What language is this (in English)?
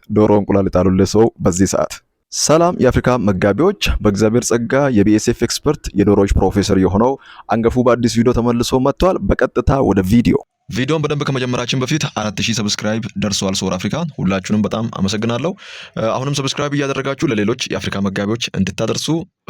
Amharic